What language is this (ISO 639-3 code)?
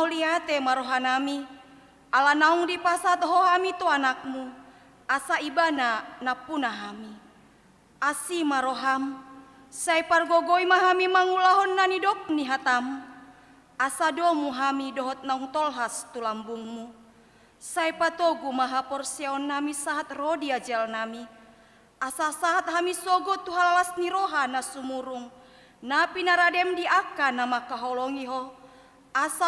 bbc